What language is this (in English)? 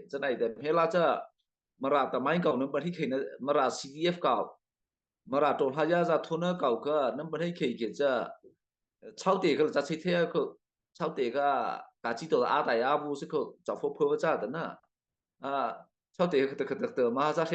Mara Chin